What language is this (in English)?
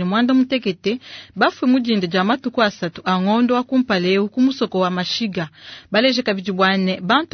Luba-Lulua